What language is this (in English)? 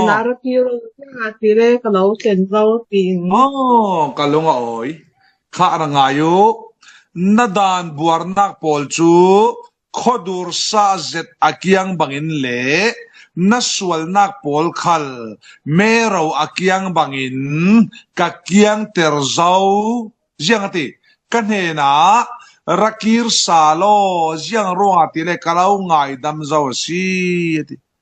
Falam Chin